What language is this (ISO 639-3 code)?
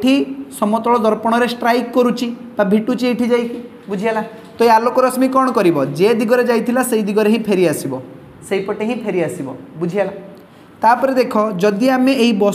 ori